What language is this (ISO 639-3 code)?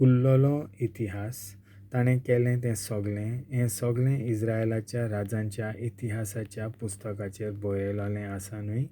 kok